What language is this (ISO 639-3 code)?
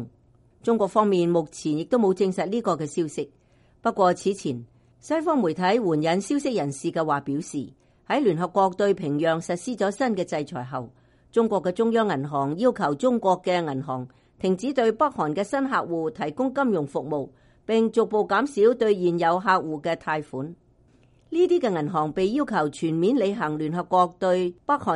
yue